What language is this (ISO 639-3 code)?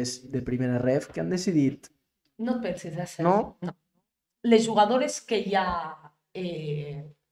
cat